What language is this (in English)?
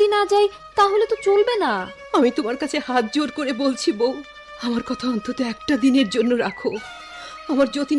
Bangla